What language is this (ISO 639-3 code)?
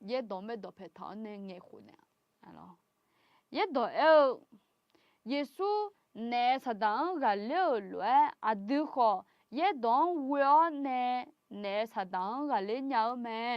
ahk